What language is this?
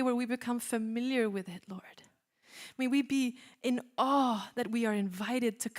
English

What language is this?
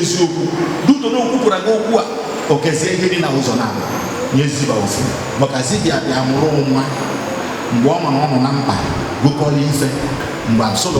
Igbo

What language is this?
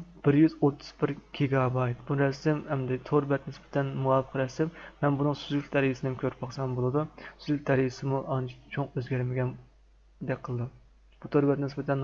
Uyghur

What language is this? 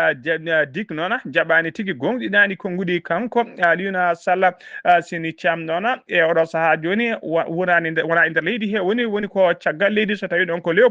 Fula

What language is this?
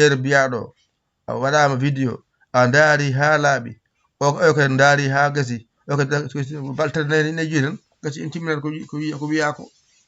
Fula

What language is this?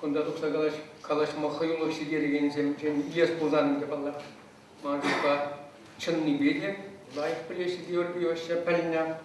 Chuvash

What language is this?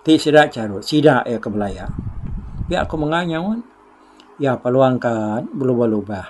Iban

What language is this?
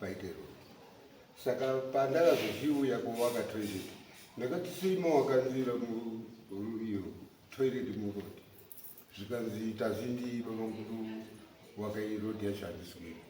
Shona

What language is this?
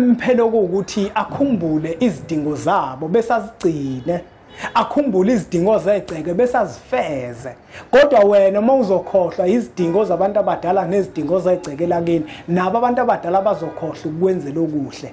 Zulu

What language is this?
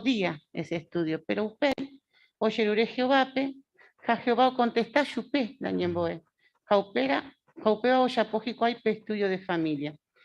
Guarani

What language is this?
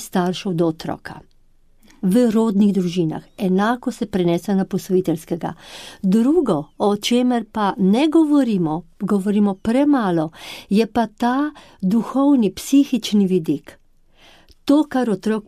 Slovenian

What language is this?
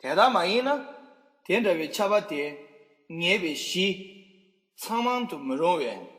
Tibetan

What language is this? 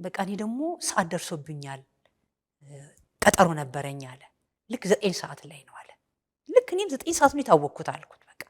Amharic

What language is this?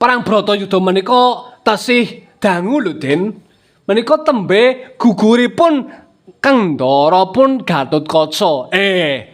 Javanese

